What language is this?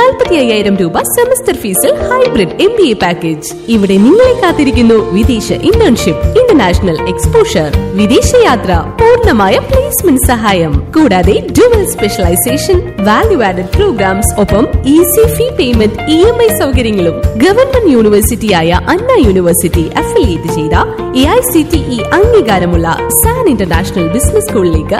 Malayalam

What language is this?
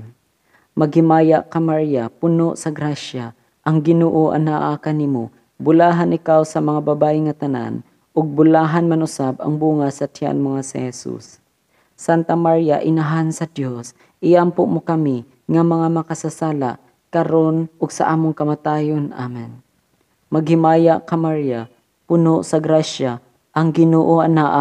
Cebuano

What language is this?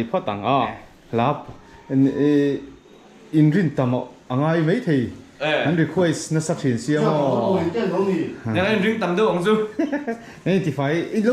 Mizo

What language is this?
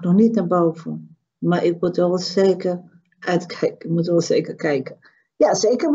Dutch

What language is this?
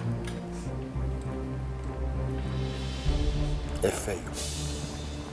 Portuguese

